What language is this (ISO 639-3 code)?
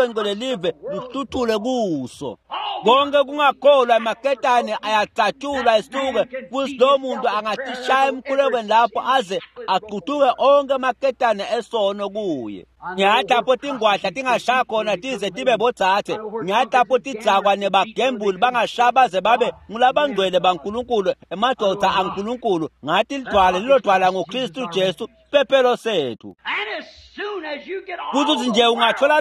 ssw